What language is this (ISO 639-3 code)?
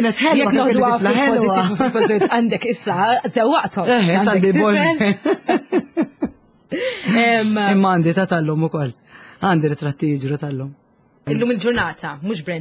mlt